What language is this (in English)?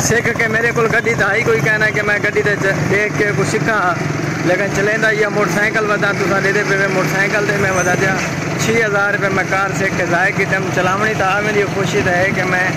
Saraiki